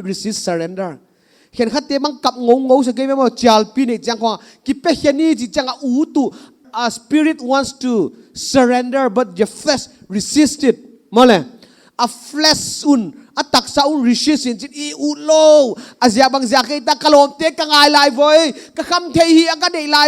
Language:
Paite Chin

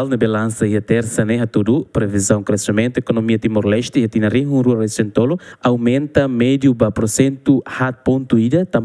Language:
Tetum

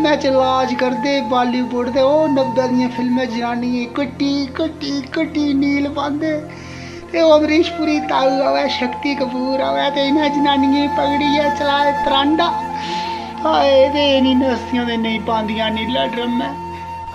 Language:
Dogri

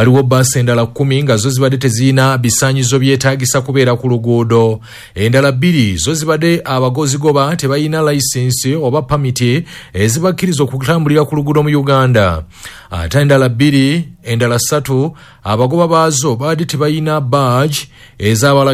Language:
Ganda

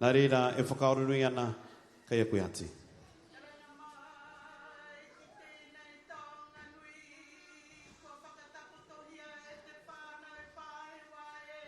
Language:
Māori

